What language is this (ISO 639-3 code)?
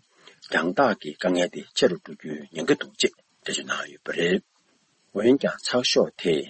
bod